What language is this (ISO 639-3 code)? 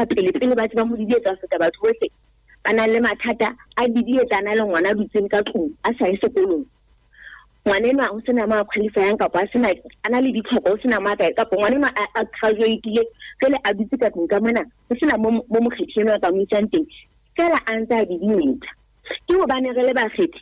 sot